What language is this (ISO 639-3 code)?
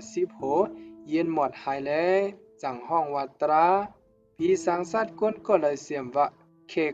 shn